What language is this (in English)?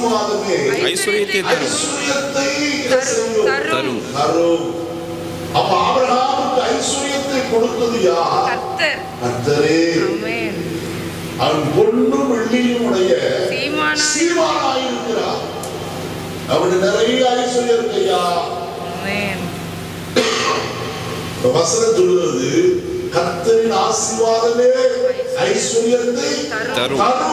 Tamil